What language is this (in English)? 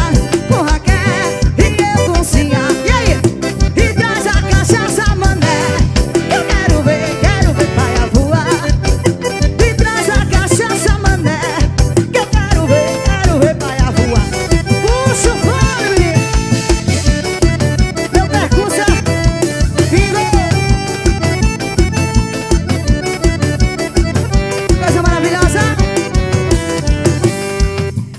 Portuguese